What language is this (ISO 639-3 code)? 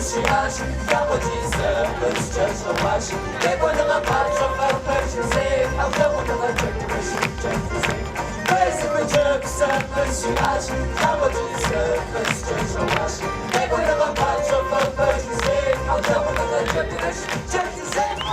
kbd